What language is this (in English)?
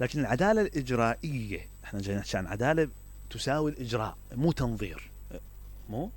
Mesopotamian Arabic